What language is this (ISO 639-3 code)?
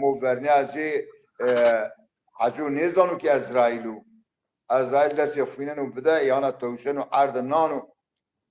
zza